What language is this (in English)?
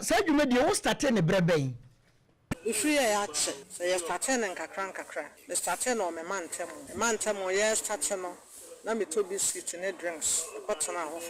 Akan